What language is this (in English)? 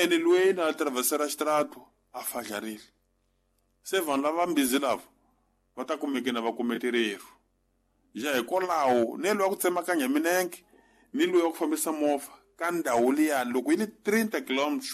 Tsonga